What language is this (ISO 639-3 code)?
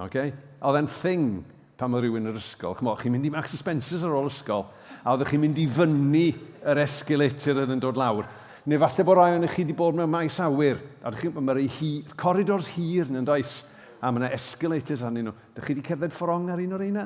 cym